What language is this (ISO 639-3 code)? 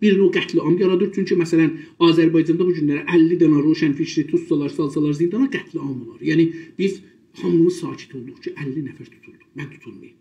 azb